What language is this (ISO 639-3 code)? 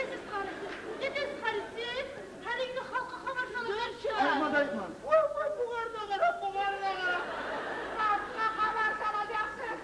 kum